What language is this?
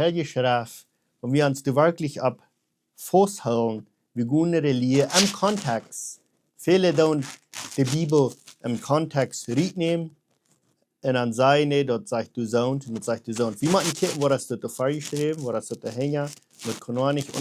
Plautdietsch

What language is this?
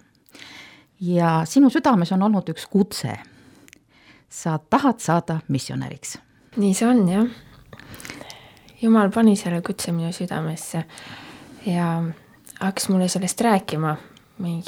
Estonian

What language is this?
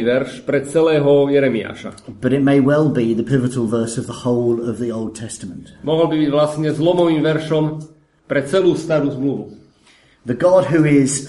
Slovak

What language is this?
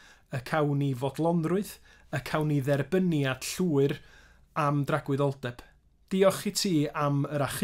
Welsh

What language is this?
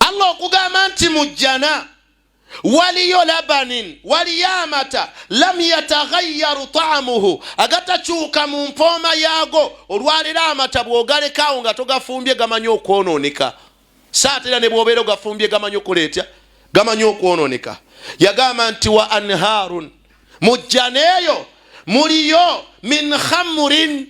Ganda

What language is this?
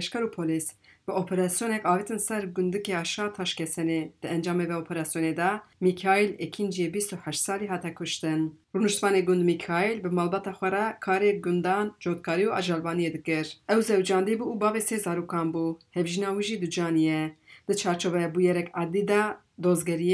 Kurdish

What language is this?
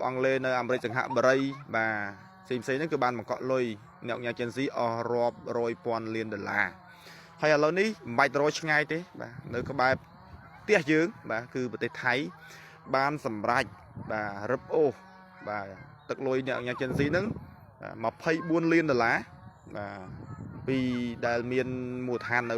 Khmer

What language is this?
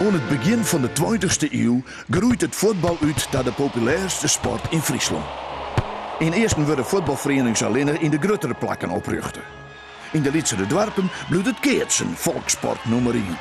Western Frisian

